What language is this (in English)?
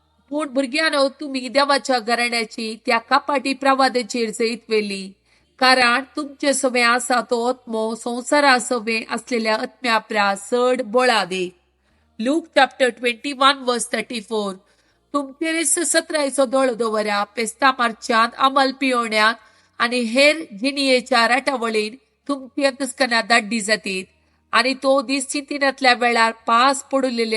Konkani